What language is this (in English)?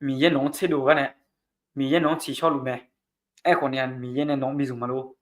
Akha